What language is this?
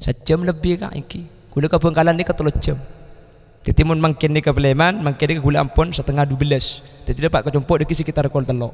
Madurese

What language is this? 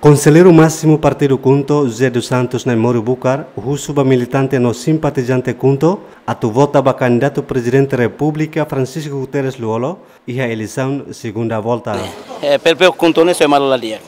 Tetum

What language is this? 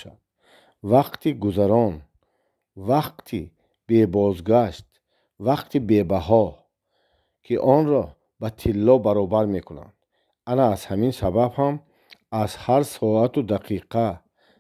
Tajik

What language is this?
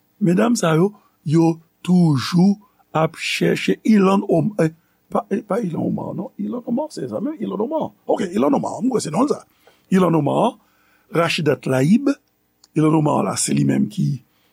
Haitian Creole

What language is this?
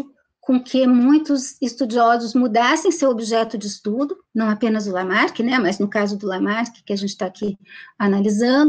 Portuguese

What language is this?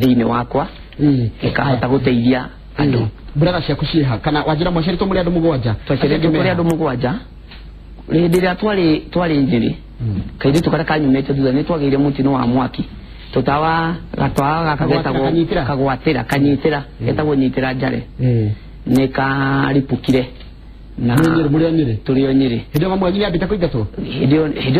Kikuyu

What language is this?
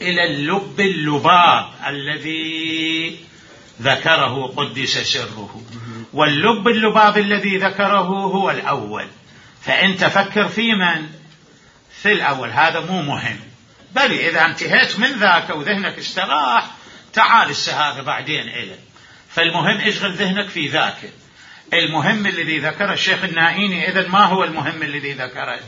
Mesopotamian Arabic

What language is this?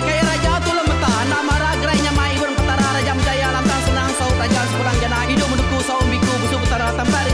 Iban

